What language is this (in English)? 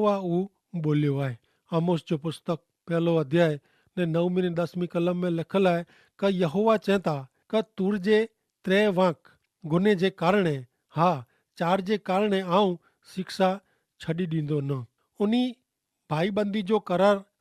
Kachhi